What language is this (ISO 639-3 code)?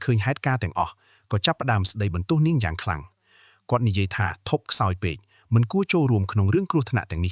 khm